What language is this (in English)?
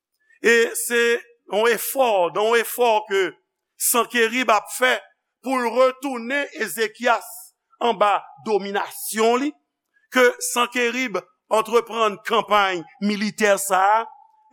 Haitian Creole